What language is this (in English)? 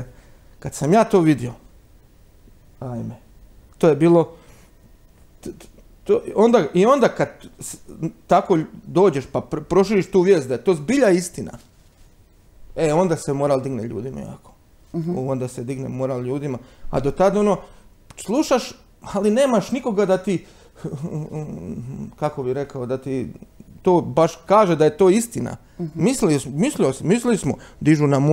Croatian